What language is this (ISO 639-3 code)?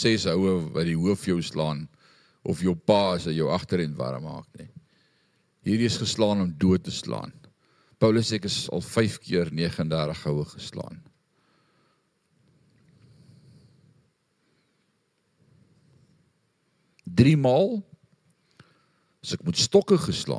afr